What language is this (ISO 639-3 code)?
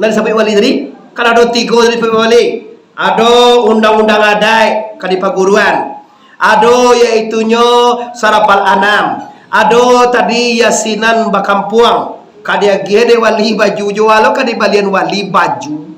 min